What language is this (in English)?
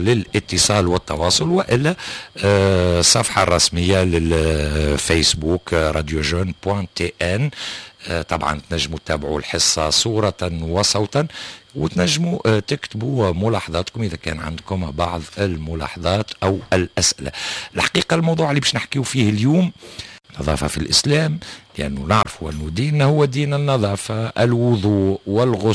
Tunisian Arabic